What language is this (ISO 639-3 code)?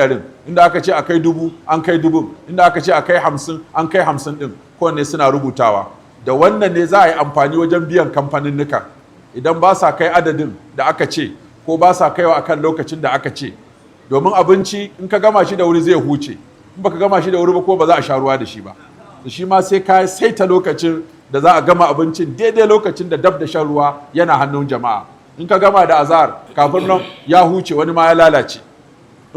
hau